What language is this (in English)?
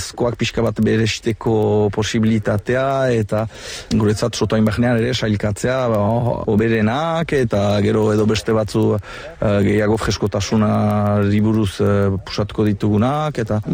Basque